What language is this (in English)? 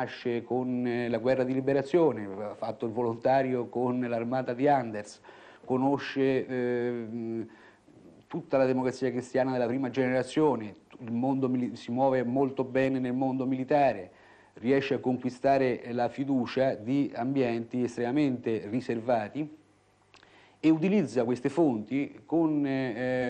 Italian